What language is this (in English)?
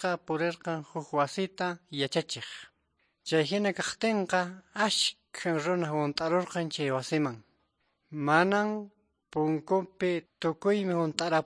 Quechua